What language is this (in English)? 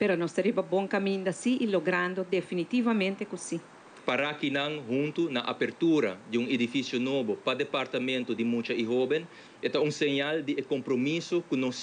Papiamento